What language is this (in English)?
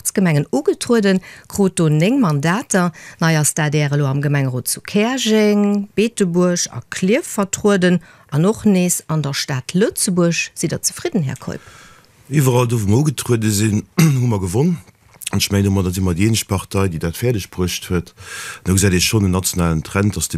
Luxembourgish